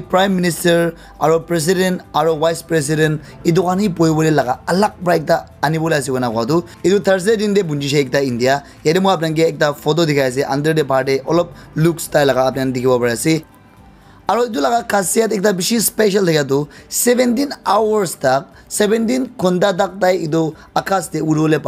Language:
Naga Pidgin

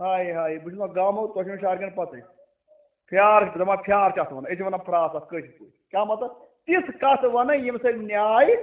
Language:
Kashmiri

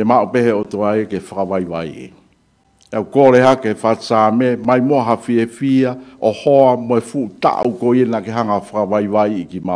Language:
Tongan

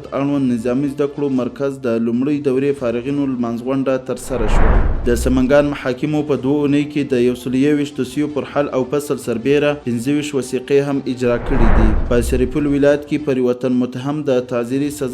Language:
Pashto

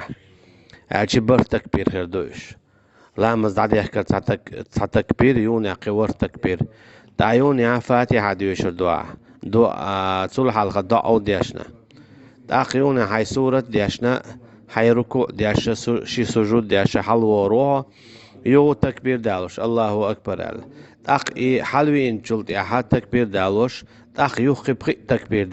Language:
Chechen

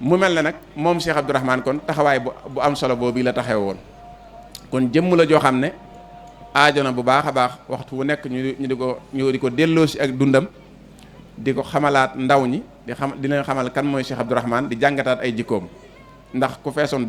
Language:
Wolof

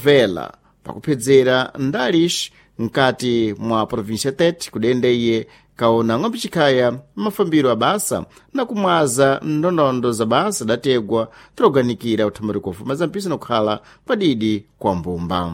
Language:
Sena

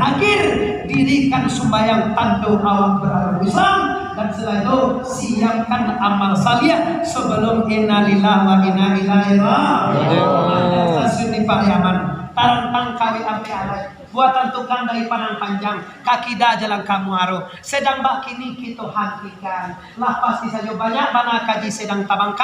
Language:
Minangkabau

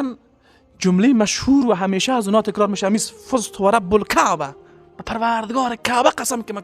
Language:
Persian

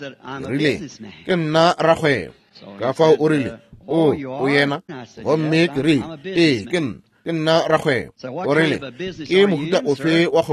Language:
Northern Sotho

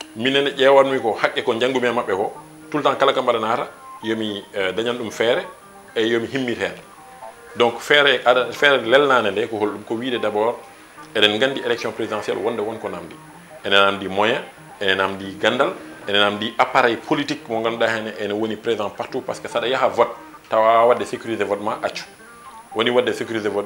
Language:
Fula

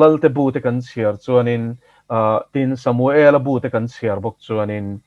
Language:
Mizo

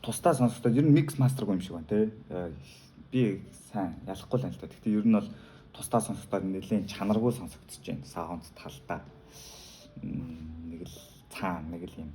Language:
Mongolian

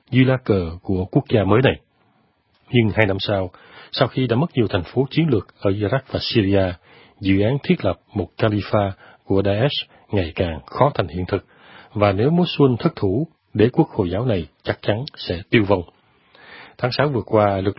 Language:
Vietnamese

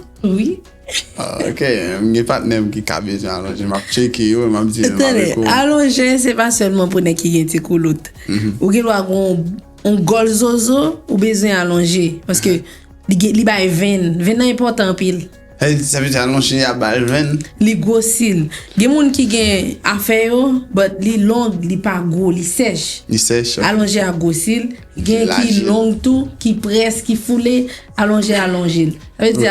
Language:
Haitian Creole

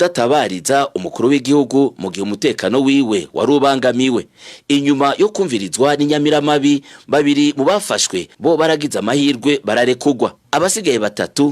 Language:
Rundi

